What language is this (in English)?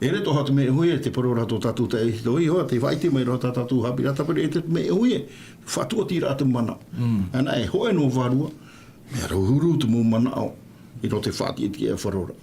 Tahitian